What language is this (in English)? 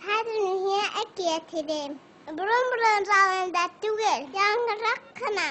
Bashkir